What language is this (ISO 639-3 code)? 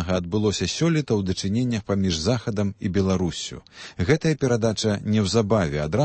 bel